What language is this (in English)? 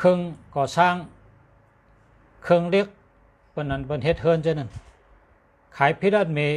Shan